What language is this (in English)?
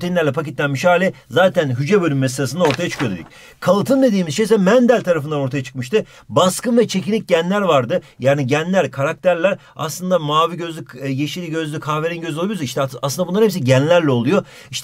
Turkish